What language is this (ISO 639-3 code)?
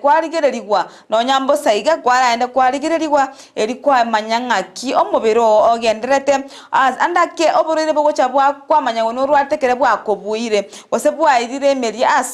guz